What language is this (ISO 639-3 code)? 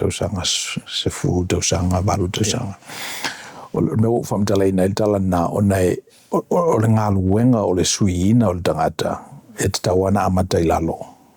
smo